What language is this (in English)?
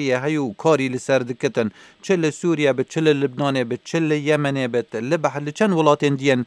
Kurdish